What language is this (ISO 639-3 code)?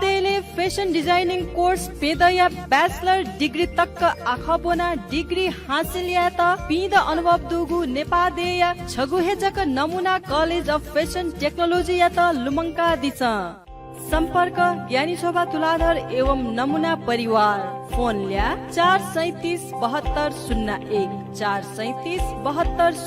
new